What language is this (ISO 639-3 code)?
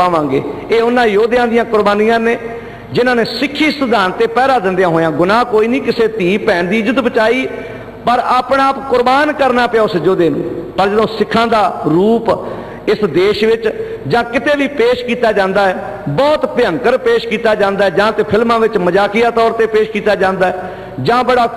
pan